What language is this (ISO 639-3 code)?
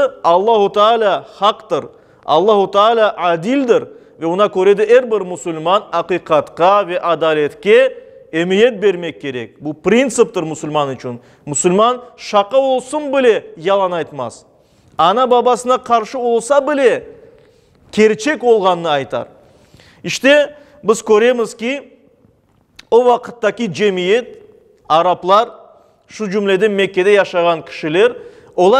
crh